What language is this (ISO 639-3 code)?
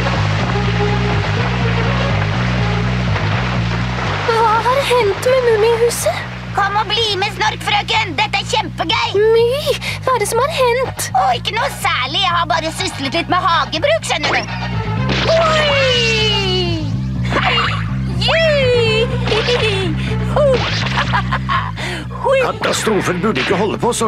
nor